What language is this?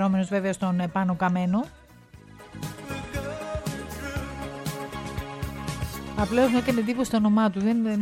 Greek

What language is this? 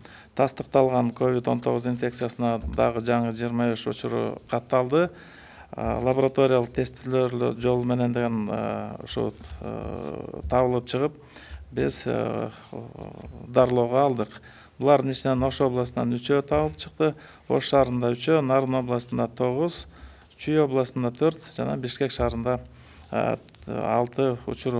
Kyrgyz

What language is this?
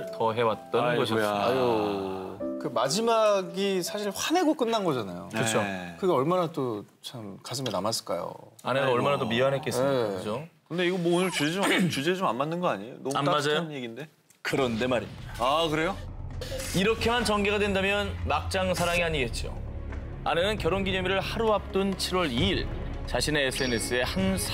Korean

